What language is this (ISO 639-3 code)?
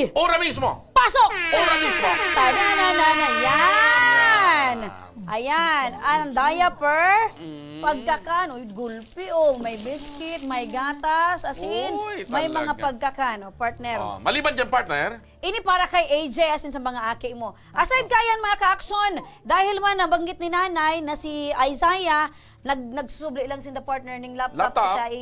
bik